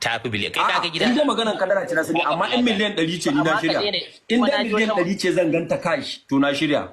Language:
Hausa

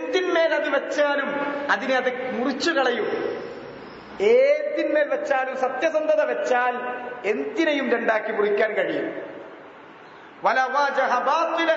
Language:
Malayalam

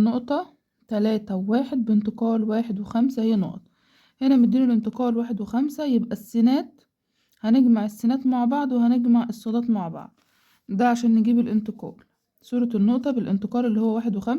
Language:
Egyptian Arabic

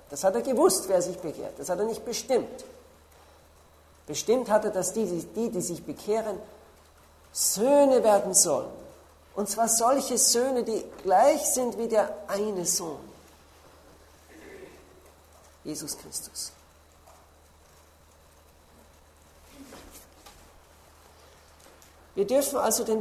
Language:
German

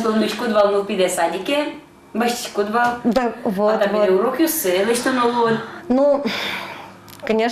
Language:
Udmurt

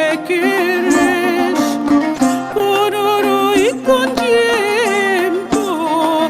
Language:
Ladino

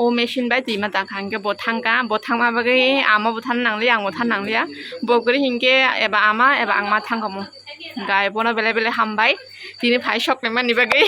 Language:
Kok Borok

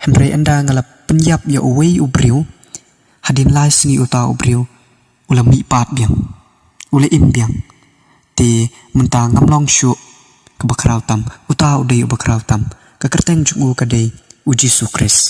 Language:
Khasi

